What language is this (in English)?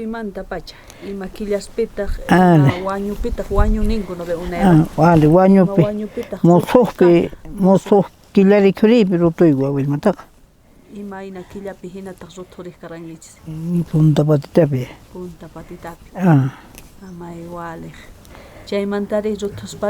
South Bolivian Quechua